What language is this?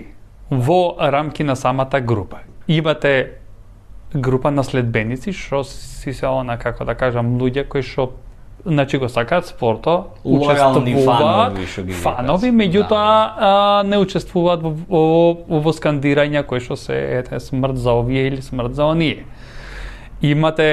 Macedonian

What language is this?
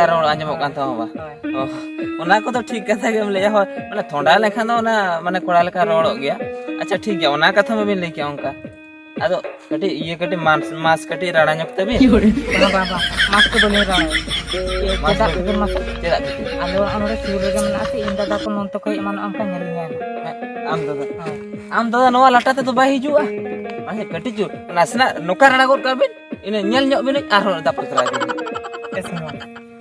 Santali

